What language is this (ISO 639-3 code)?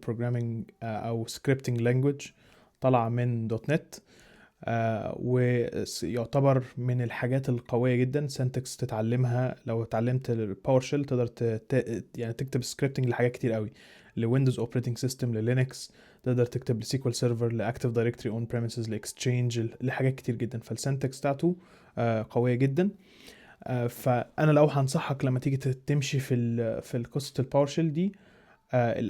arz